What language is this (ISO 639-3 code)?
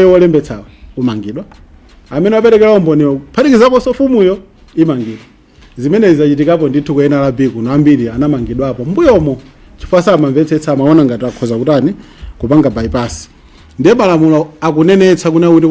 nya